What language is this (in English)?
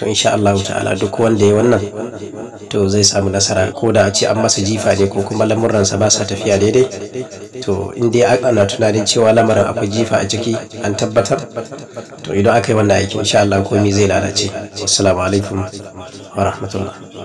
Hausa